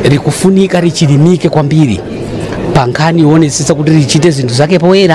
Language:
Nyanja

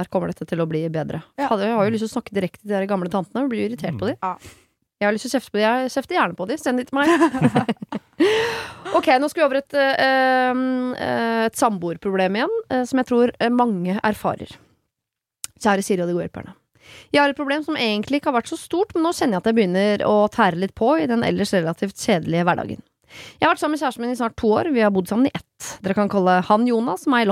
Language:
Norwegian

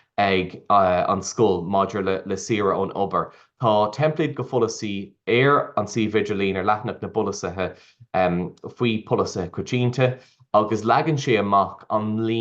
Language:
Irish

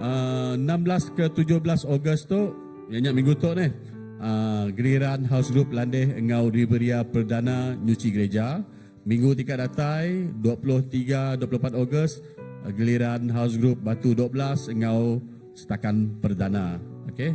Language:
Iban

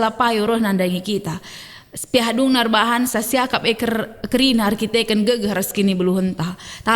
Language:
Batak Karo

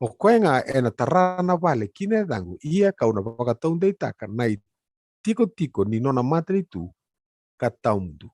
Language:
Fijian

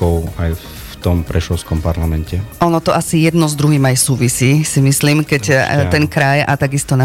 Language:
Slovak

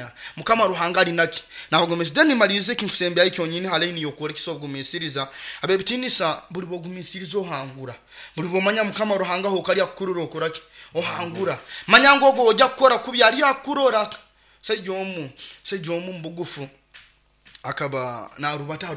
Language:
Nyoro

